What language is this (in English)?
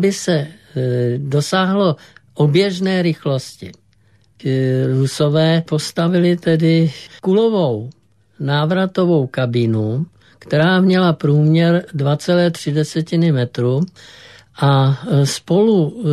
Czech